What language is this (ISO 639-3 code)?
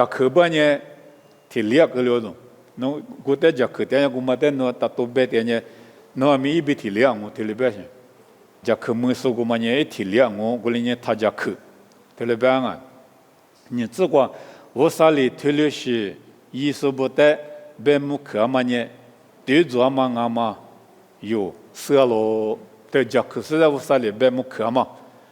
lis